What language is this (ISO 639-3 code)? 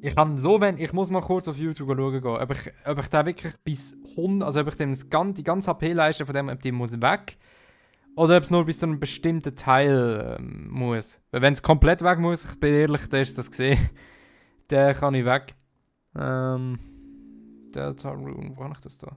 gsw